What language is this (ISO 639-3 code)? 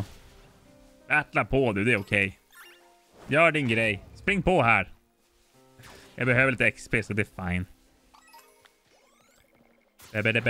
swe